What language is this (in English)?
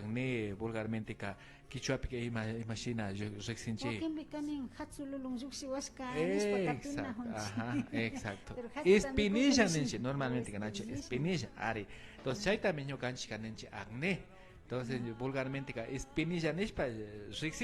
Imbabura Highland Quichua